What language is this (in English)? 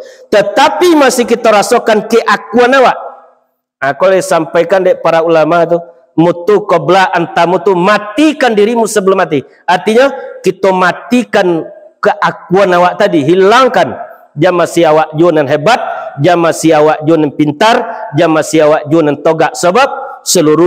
Minangkabau